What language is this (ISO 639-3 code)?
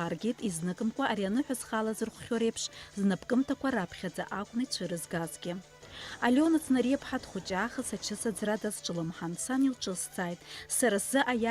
abk